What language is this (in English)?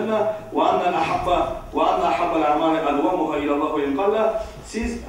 Kumyk